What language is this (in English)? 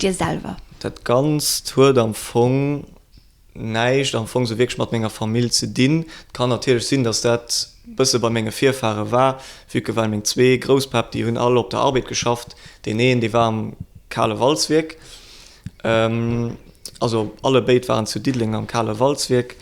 Luxembourgish